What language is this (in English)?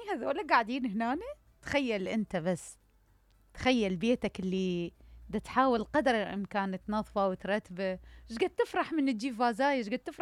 Mesopotamian Arabic